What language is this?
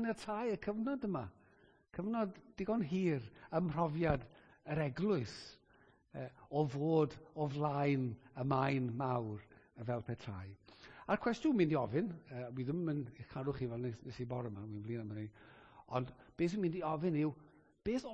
Welsh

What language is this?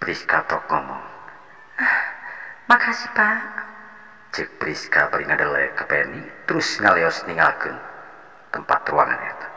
Sundanese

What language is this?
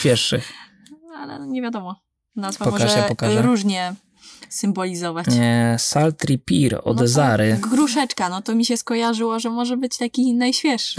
Polish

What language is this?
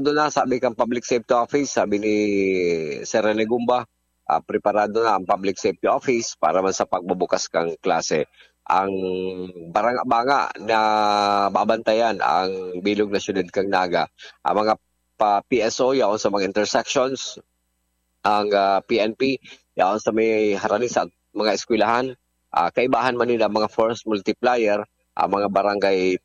Bikol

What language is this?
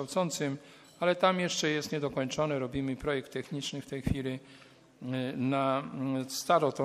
Polish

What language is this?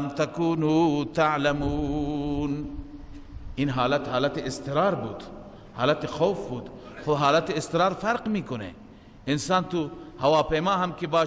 Persian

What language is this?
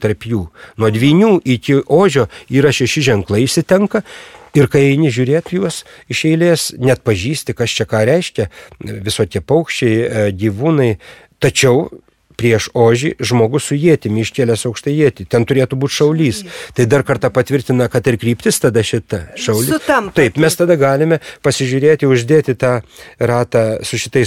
Lithuanian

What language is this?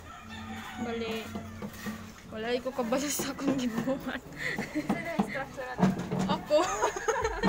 Cebuano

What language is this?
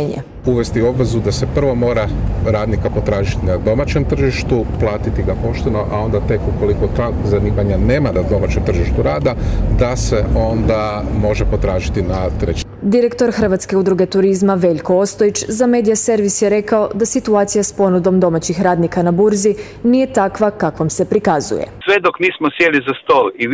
Croatian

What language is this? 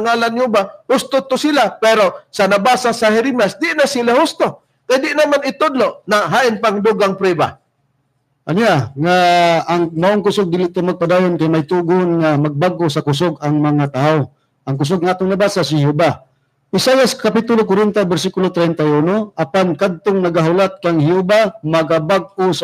Cebuano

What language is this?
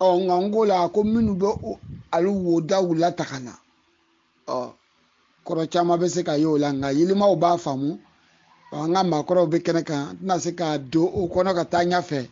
Bambara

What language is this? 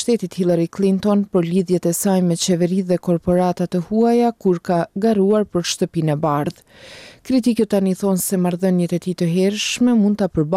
Albanian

